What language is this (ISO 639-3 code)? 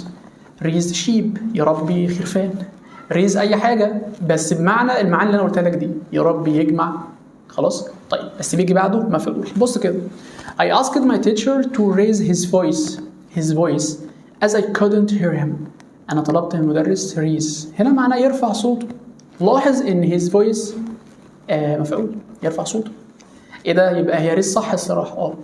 arz